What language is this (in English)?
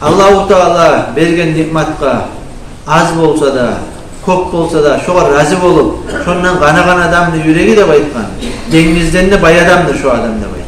Kumyk